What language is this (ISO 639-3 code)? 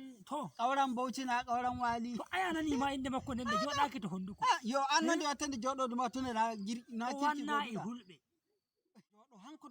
ful